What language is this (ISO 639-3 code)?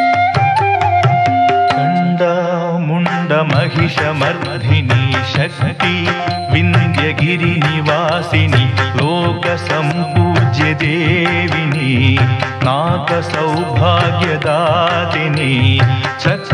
kan